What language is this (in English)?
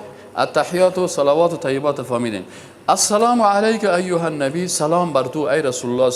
Persian